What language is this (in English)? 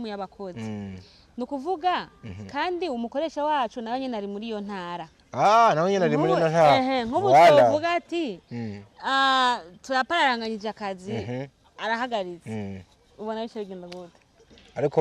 Rundi